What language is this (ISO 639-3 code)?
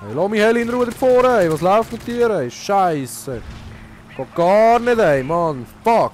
gsw